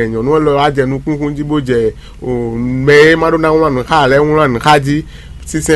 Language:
Fon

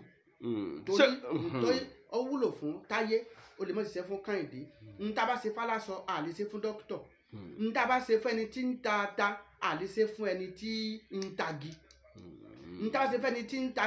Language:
Yoruba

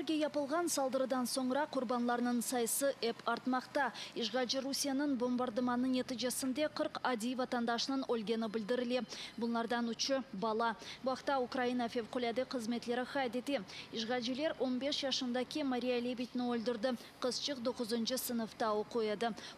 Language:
Crimean Tatar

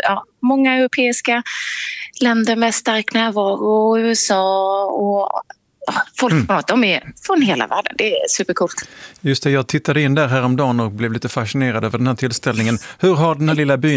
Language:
Swedish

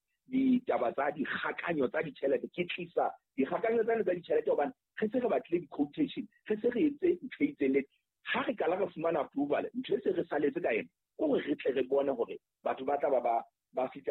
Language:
Southern Sotho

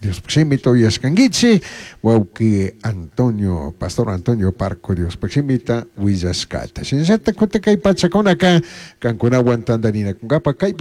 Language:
Chimborazo Highland Quichua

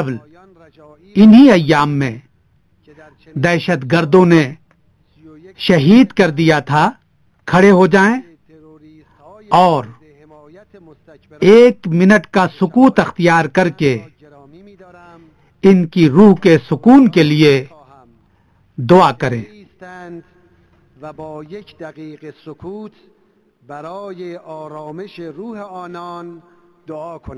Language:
Urdu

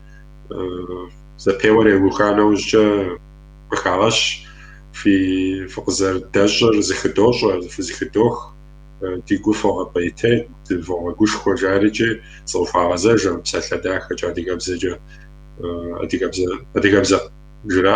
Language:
Kabardian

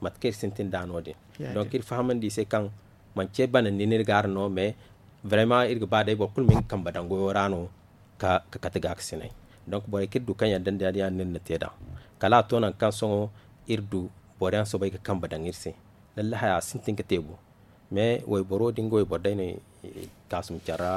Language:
Zarma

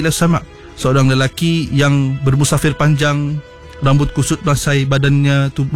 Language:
Malay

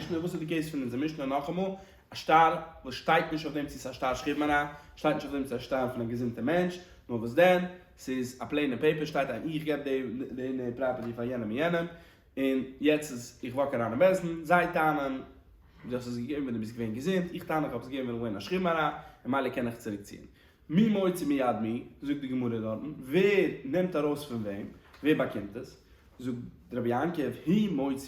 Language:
Yiddish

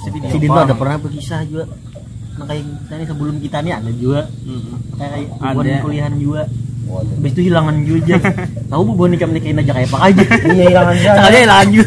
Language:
Banjar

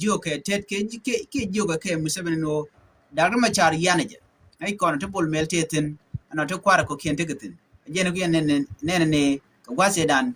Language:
Nuer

